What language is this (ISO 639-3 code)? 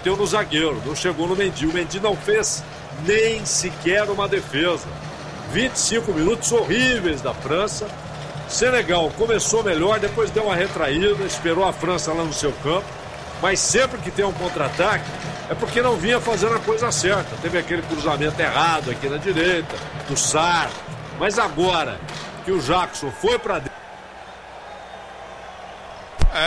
por